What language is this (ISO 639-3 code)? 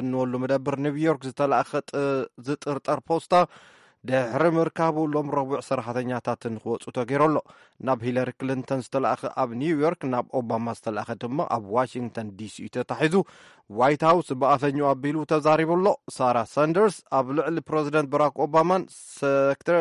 tir